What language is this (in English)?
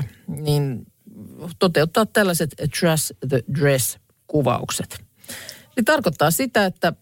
Finnish